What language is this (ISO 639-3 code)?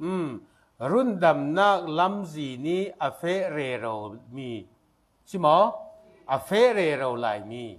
cfm